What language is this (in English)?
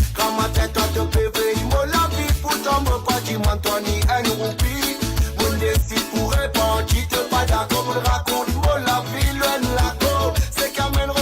Morisyen